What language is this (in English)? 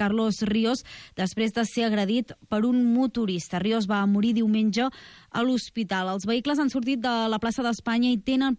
Catalan